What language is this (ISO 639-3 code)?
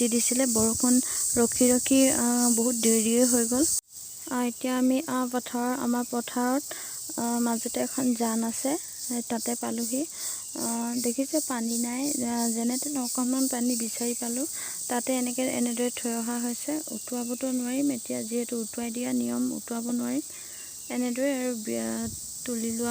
asm